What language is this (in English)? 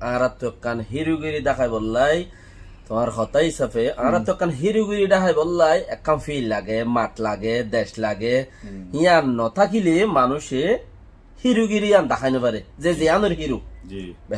Rohingya